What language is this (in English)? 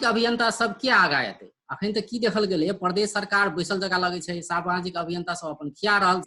Maithili